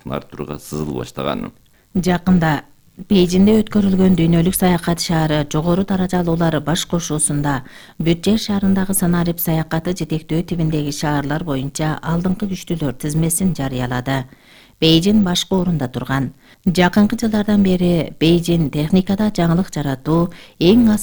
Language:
Kyrgyz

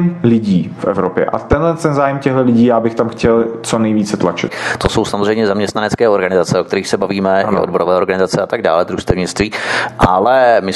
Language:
Czech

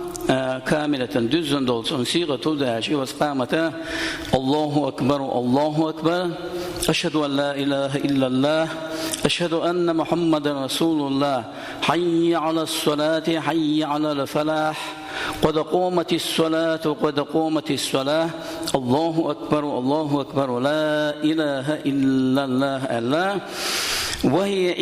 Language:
Chechen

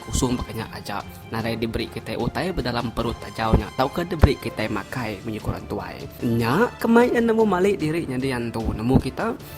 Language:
Iban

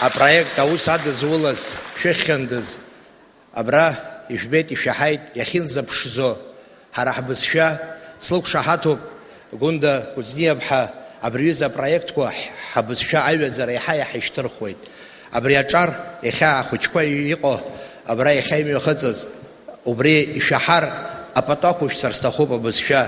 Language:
Abkhazian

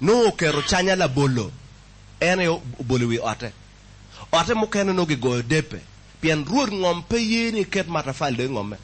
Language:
Acoli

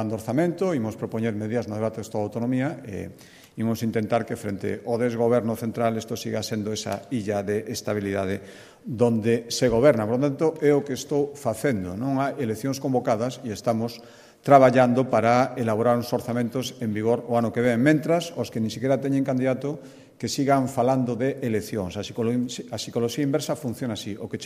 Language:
Galician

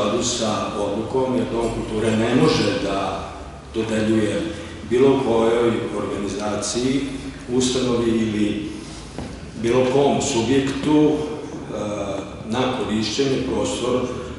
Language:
Serbian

